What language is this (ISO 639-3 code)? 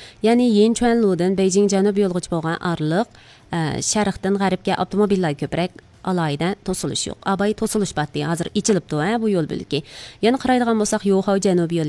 uig